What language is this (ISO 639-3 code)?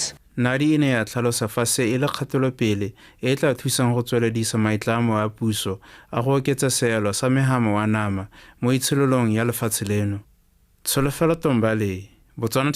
tsn